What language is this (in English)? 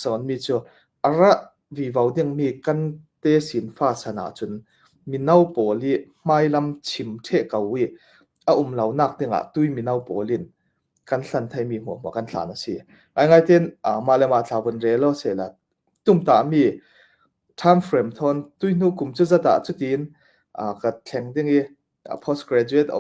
Falam Chin